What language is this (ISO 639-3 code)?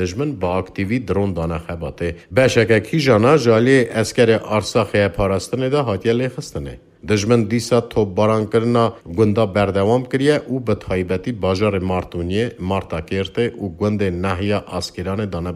kur